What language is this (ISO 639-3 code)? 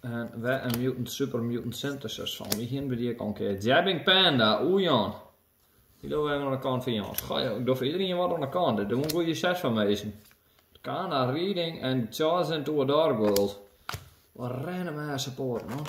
fry